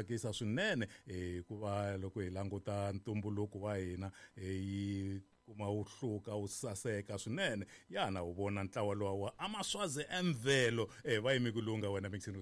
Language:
Tsonga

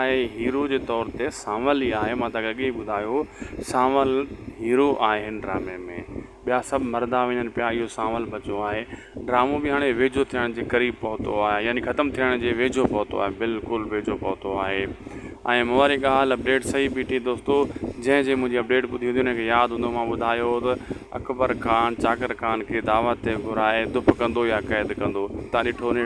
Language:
Sindhi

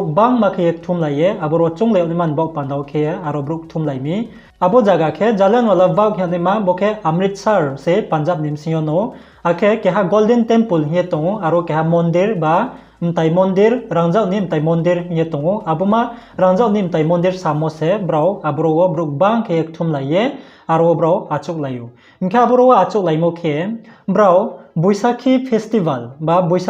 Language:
Riang (India)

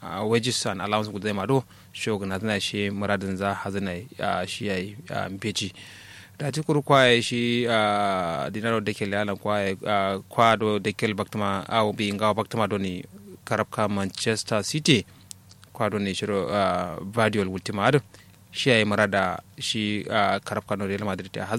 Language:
Kanuri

